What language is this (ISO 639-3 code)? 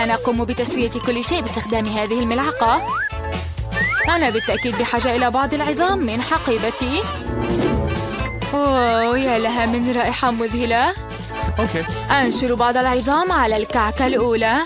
ara